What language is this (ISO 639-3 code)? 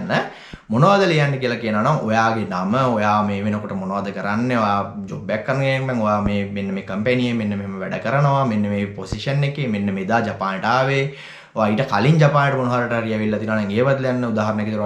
sin